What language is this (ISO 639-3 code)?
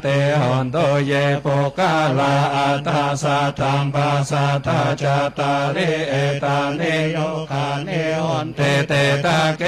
pli